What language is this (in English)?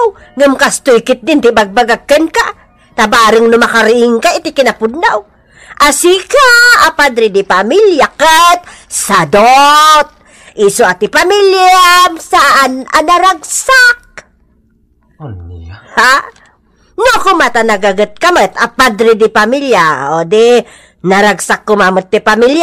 Iloko